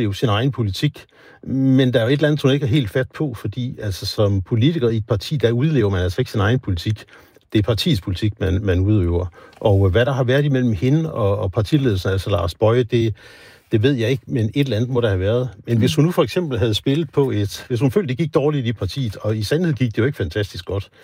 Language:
Danish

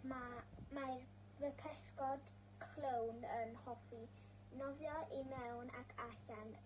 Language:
Welsh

